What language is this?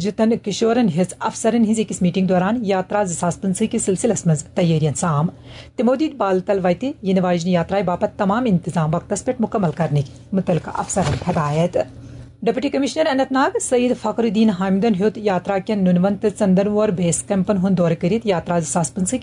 Kashmiri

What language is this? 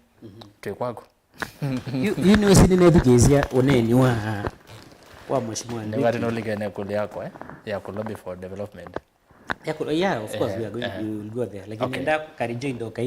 Kamba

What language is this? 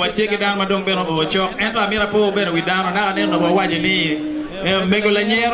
Acoli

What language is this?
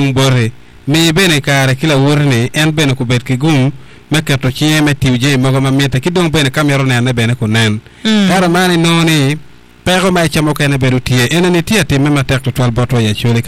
Acoli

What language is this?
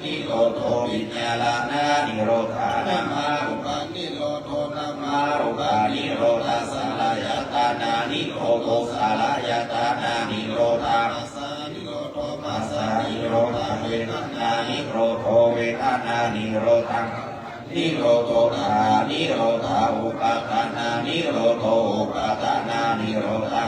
Pali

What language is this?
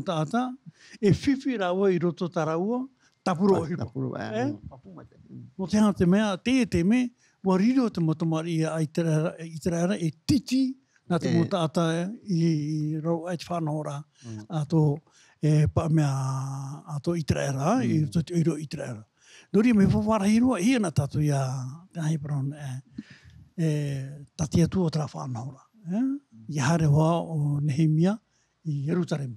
Tahitian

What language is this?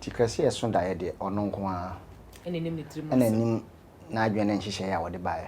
Akan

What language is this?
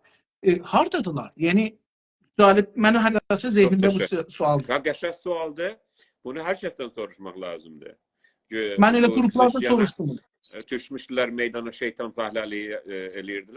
South Azerbaijani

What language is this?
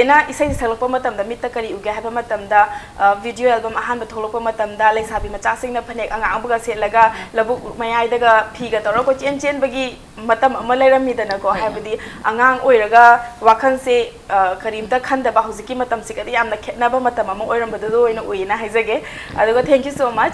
Manipuri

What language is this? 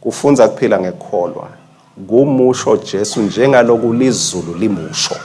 Swati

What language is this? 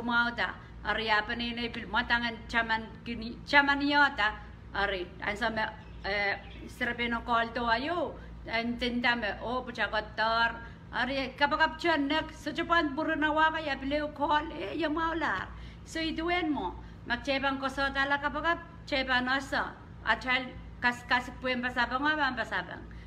Pohnpeian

